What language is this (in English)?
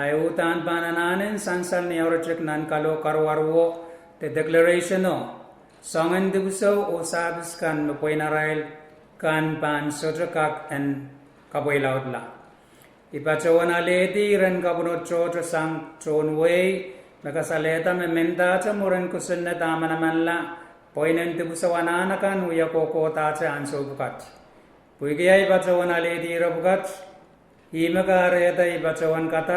Pohnpeian